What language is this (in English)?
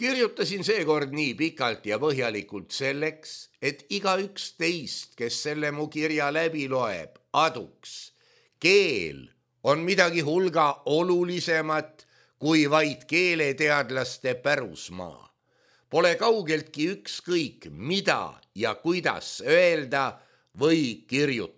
Estonian